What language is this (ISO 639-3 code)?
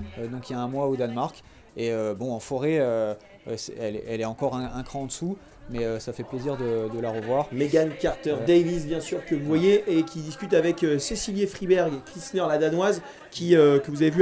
fra